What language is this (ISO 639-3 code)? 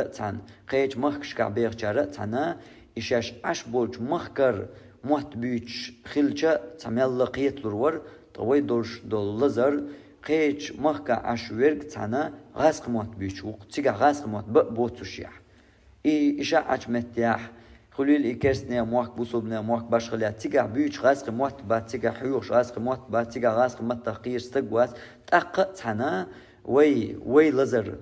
che